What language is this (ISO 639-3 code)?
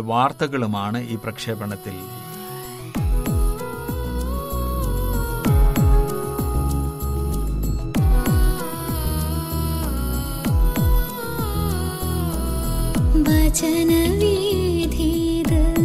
mal